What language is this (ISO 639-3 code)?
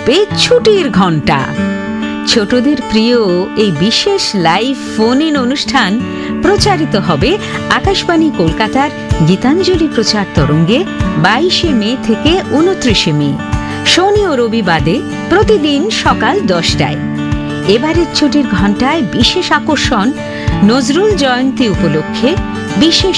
ben